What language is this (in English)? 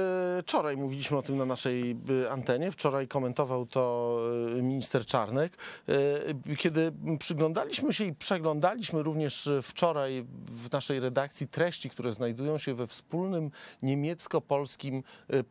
Polish